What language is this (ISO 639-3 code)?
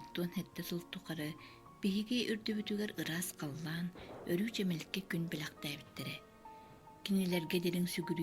sah